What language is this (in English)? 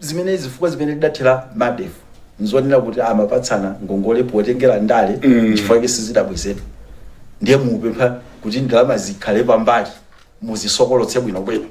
Nyanja